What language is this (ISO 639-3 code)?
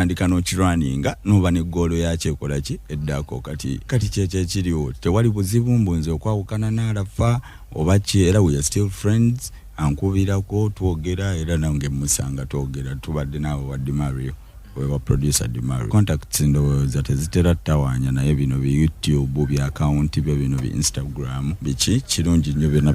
lug